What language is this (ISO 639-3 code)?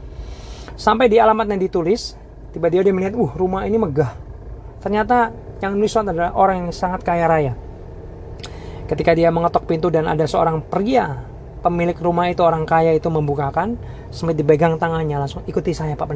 ind